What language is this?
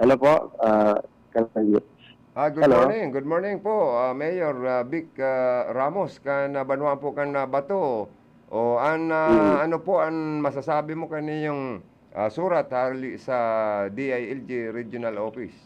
Bikol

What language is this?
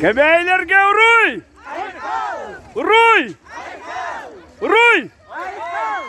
Yakut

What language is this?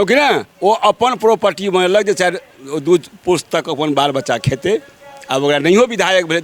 Maithili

